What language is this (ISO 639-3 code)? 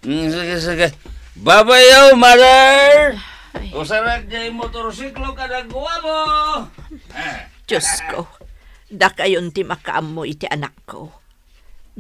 ilo